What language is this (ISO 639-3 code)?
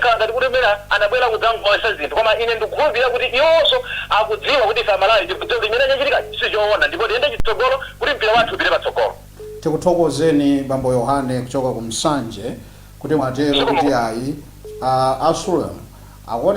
nya